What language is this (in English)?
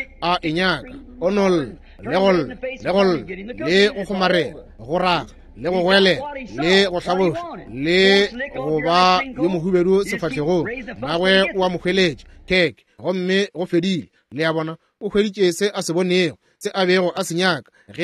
Northern Sotho